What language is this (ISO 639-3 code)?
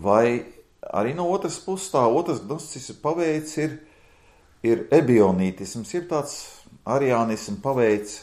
lav